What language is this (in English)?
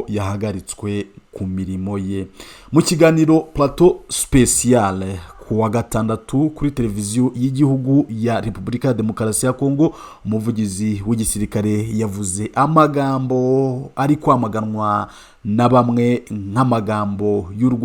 Kinyarwanda